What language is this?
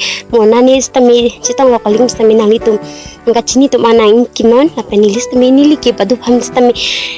Karbi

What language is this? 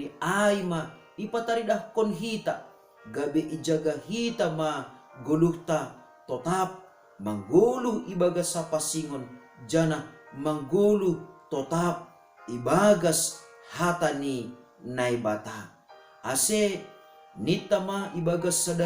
Batak Simalungun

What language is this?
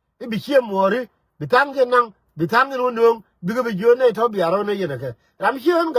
Nuer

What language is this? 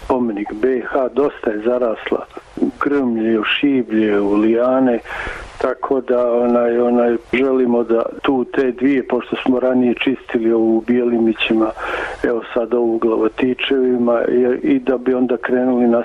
Bosnian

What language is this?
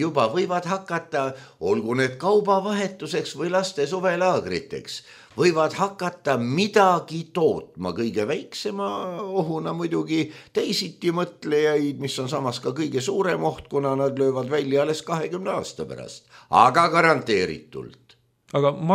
Estonian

